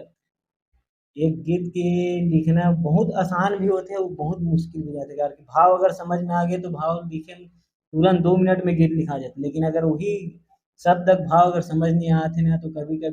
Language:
Chhattisgarhi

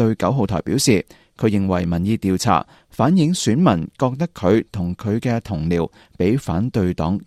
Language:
Cantonese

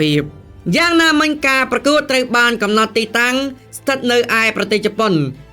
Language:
Khmer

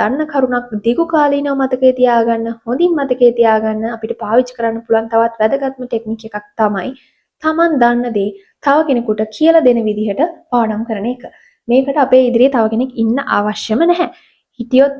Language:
Sinhala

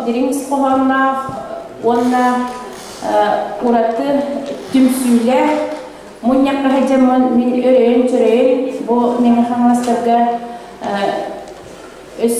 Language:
Yakut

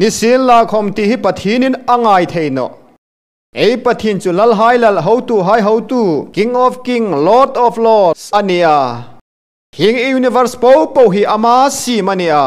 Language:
Hmar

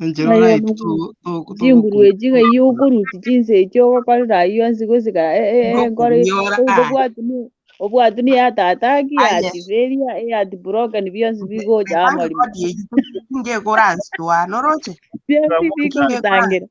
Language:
Gusii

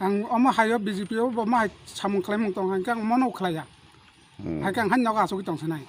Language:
Kok Borok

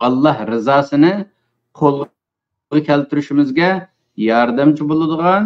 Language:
Uyghur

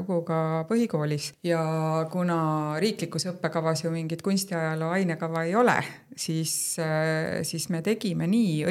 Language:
Estonian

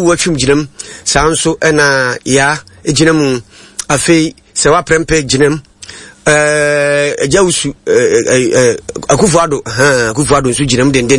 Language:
Akan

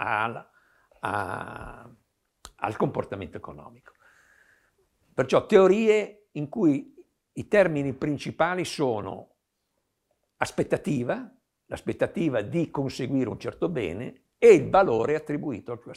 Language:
Italian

